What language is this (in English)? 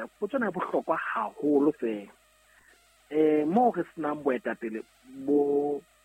Southern Sotho